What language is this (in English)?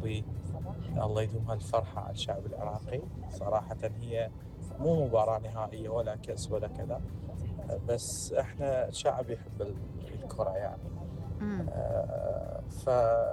Mesopotamian Arabic